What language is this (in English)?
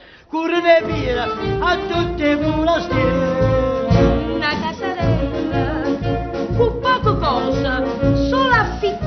Neapolitan